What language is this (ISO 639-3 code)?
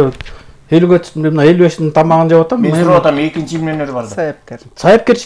kir